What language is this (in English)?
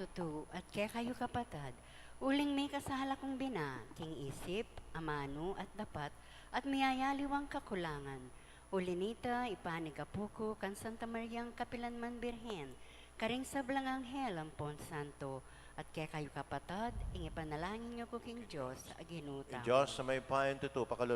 Pampanga